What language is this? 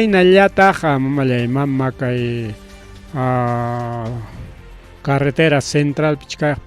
Ayacucho Quechua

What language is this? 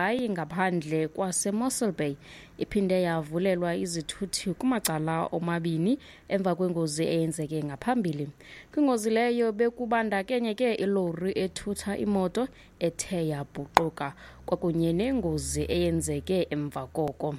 Xhosa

